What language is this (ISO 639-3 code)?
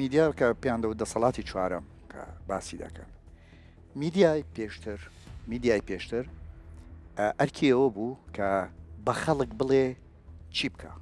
ckb